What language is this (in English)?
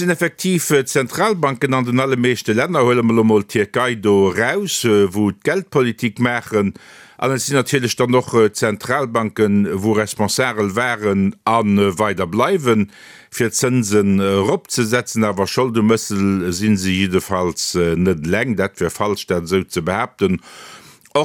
Luxembourgish